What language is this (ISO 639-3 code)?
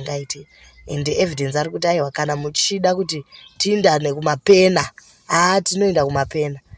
sna